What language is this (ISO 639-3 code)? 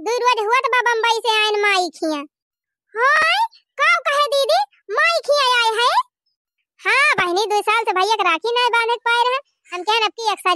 awa